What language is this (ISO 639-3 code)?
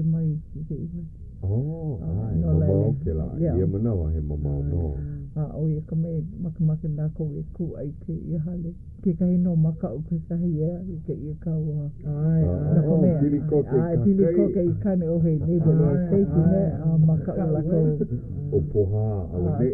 haw